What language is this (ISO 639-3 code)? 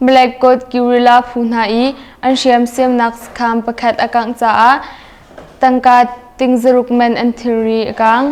cnh